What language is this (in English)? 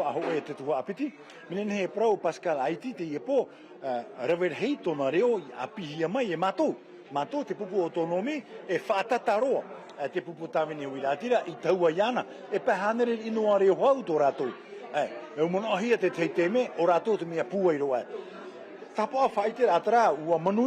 Tahitian